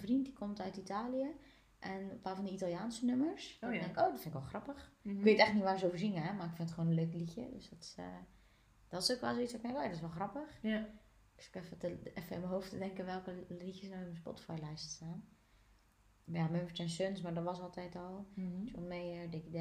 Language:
Dutch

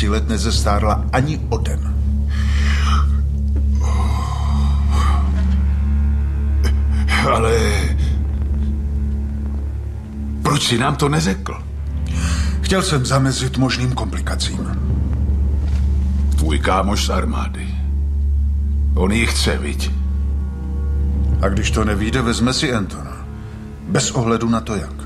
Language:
Czech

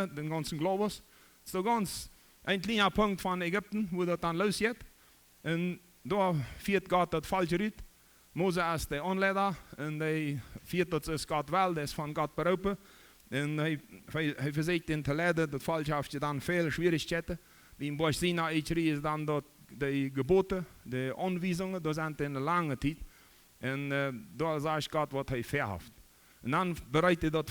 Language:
Plautdietsch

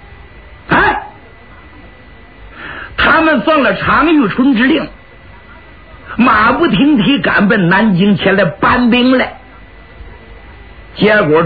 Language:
Chinese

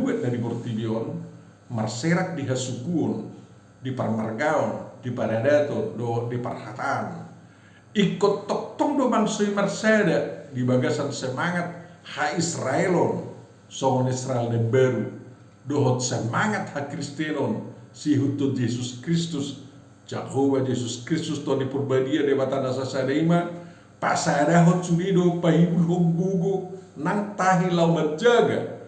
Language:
Batak Toba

